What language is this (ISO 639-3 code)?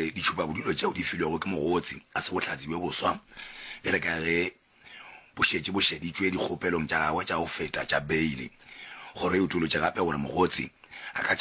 nso